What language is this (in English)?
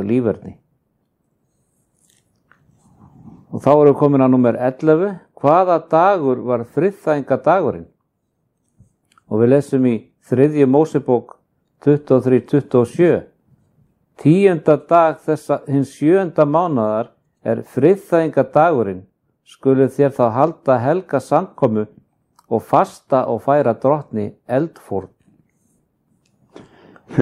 Icelandic